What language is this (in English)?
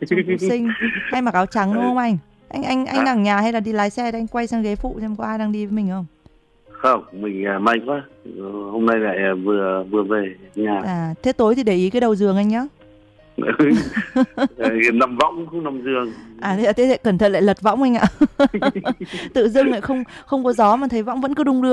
Vietnamese